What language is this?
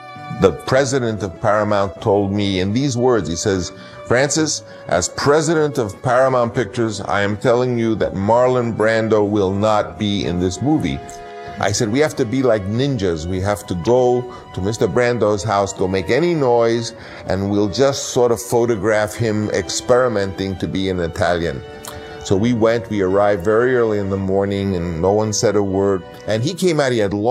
English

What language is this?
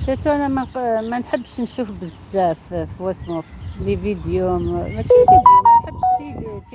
Algerian Arabic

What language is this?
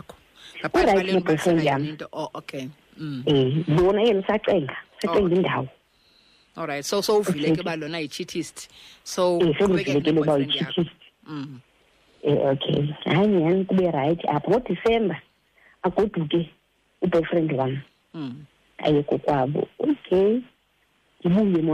Xhosa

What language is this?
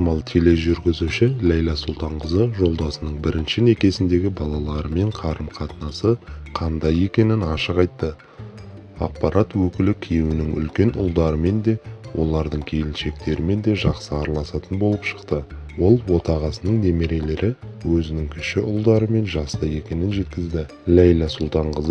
Kazakh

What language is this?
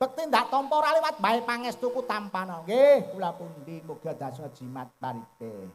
Javanese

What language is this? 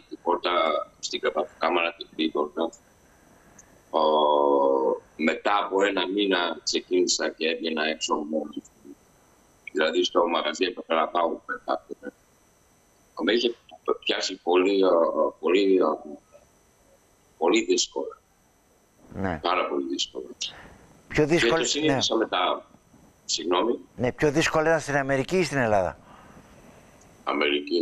Greek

